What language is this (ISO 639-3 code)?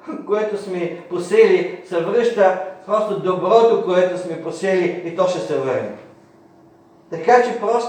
bul